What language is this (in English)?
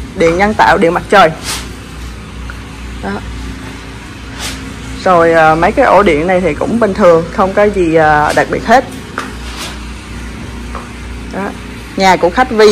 Vietnamese